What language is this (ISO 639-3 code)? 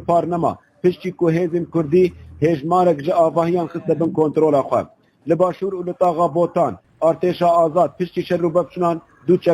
kur